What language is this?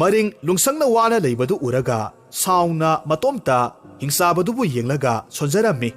Manipuri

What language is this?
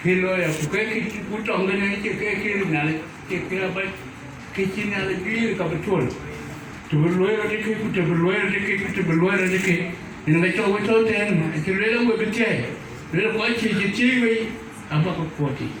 Dinka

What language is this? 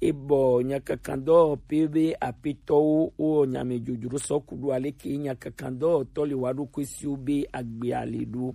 Gen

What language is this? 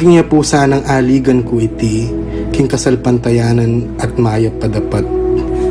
Pampanga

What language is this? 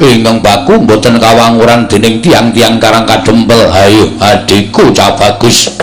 Javanese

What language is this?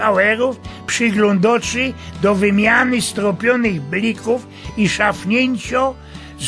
Silesian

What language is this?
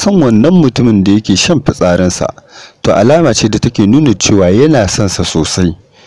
Hausa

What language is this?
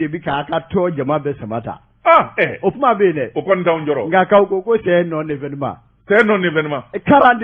Bambara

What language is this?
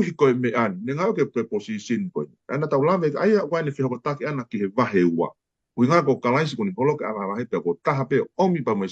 Tongan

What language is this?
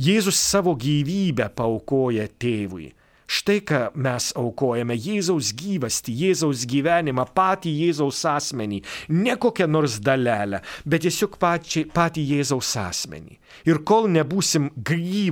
Lithuanian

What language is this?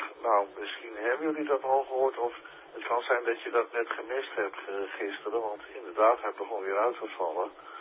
Dutch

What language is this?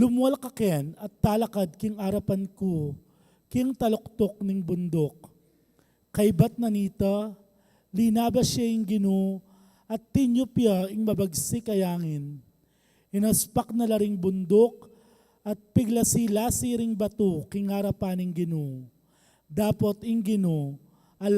Pampanga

